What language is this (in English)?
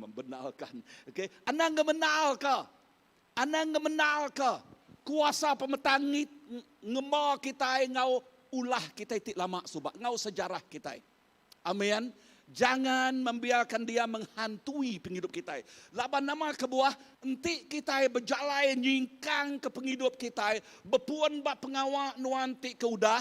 Iban